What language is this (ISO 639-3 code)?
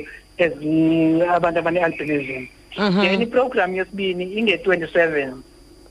xho